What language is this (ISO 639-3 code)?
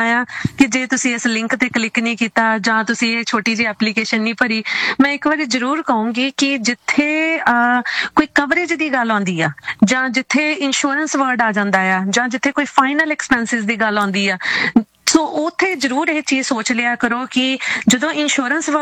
pan